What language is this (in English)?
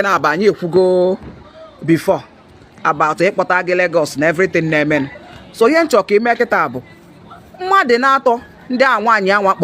Igbo